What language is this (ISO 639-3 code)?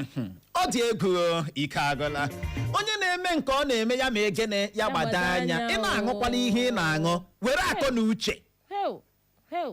ibo